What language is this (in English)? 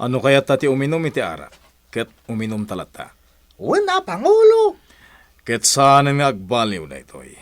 Iloko